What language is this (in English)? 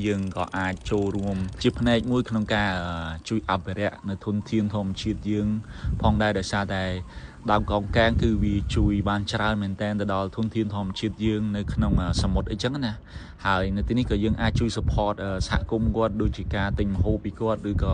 Khmer